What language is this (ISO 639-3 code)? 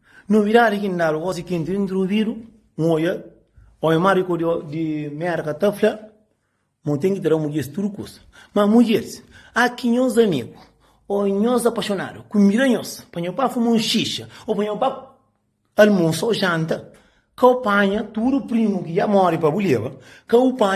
kea